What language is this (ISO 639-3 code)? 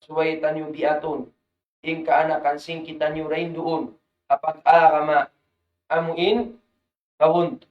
tsg